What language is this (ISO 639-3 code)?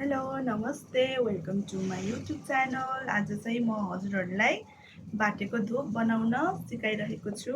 nep